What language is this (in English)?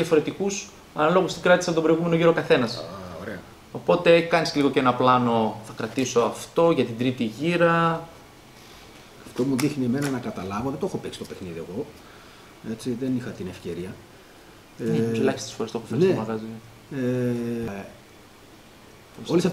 Greek